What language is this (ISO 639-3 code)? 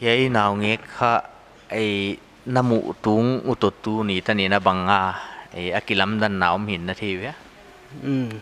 pck